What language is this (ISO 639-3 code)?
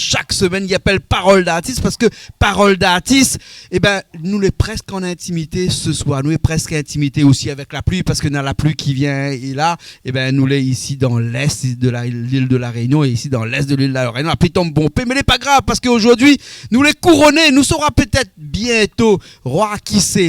rcf